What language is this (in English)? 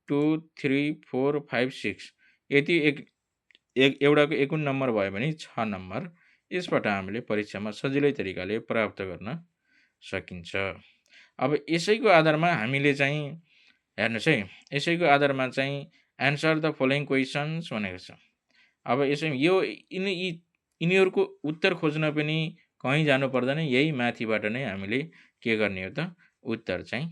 Nepali